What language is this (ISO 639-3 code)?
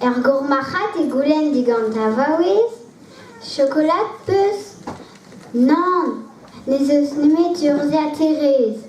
bre